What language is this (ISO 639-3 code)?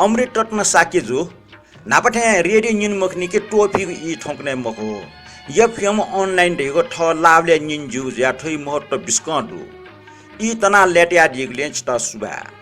new